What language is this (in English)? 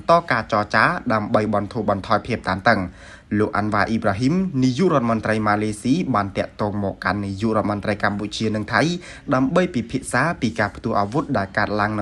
Khmer